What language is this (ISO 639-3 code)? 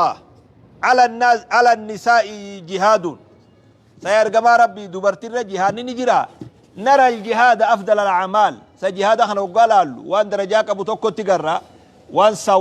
orm